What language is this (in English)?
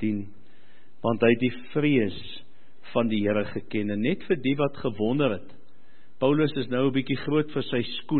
Afrikaans